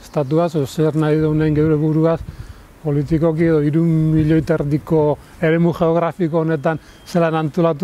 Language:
Basque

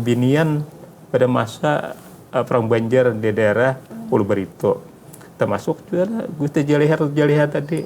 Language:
Banjar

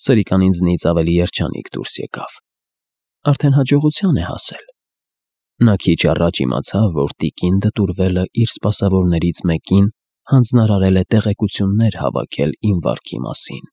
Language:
Armenian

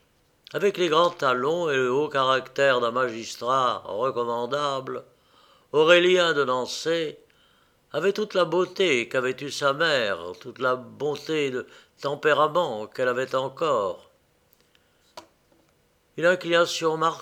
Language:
French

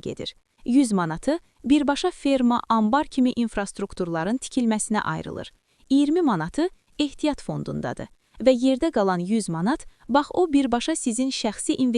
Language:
Azerbaijani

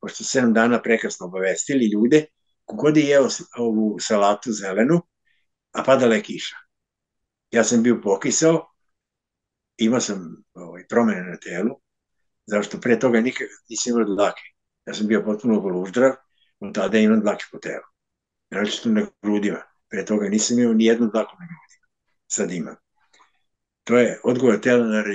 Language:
Serbian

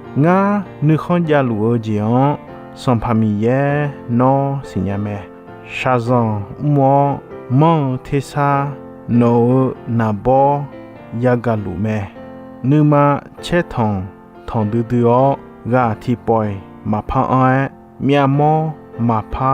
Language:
Akha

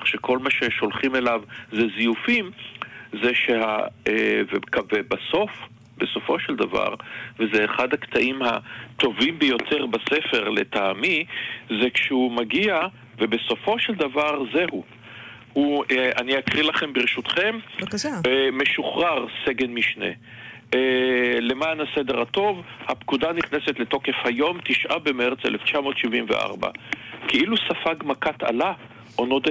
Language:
Hebrew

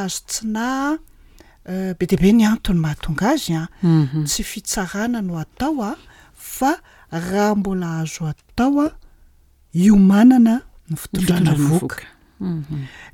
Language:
Malagasy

